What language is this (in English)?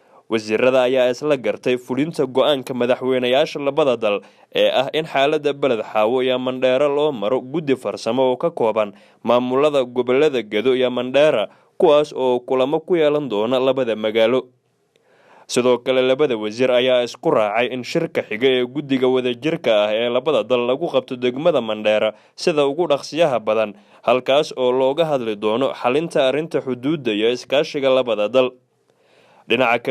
Somali